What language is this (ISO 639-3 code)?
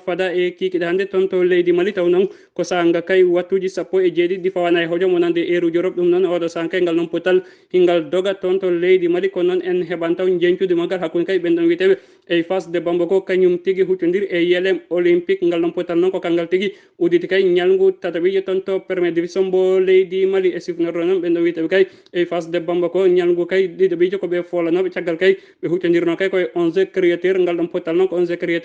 ful